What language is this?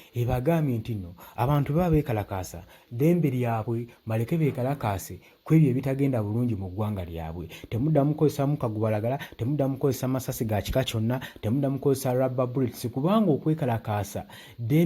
Ganda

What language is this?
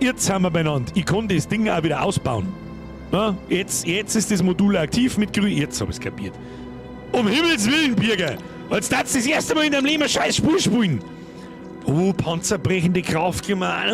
Bavarian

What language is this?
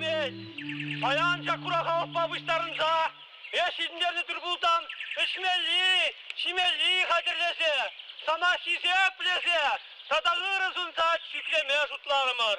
Chuvash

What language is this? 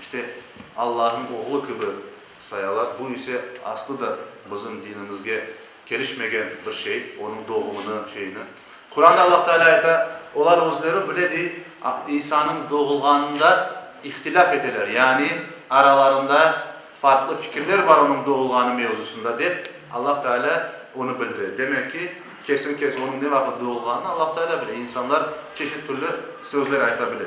Crimean Tatar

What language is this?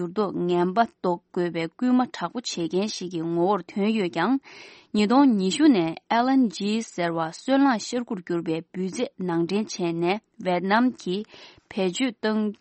Tibetan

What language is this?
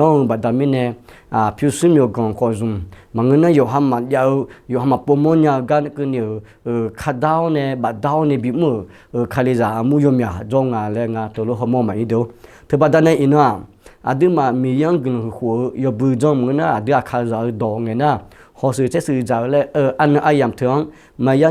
Akha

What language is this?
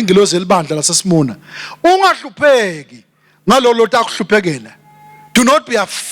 Swati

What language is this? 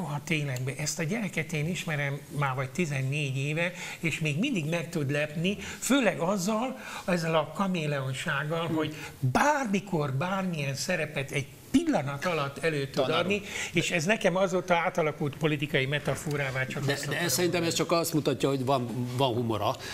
Hungarian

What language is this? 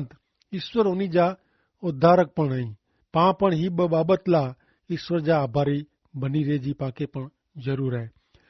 Kachhi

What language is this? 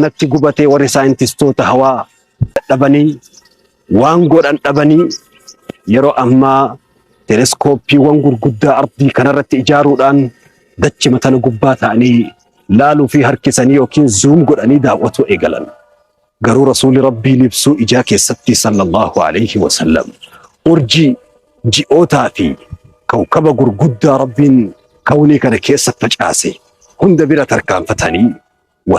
Oromo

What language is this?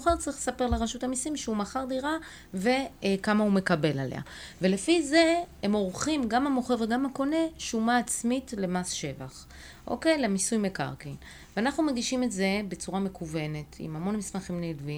Hebrew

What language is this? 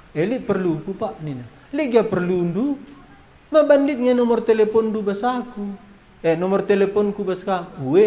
Batak Karo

